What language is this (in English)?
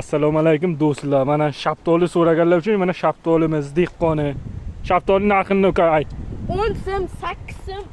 Uzbek